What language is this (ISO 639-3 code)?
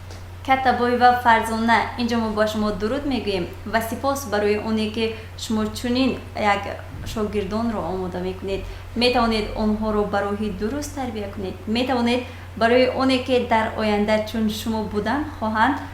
tgk